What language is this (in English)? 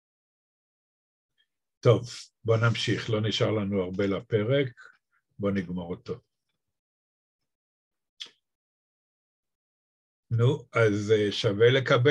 Hebrew